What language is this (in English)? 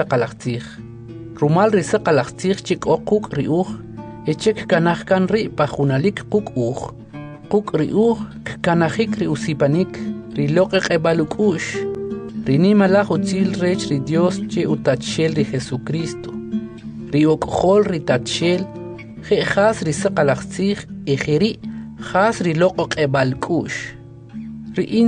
Kʼicheʼ